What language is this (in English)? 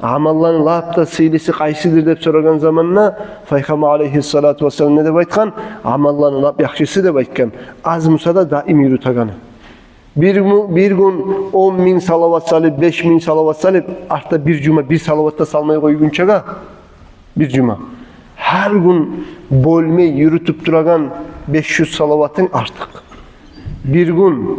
Kumyk